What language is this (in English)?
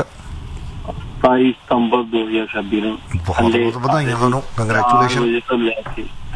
Punjabi